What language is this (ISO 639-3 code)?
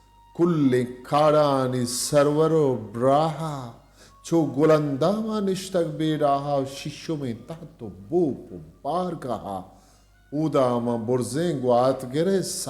bgp